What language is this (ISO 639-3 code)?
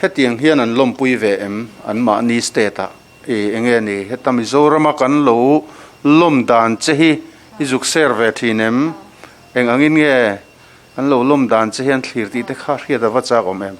lus